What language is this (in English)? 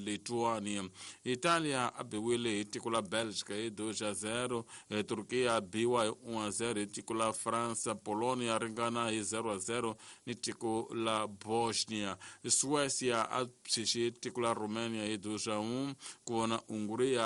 Tsonga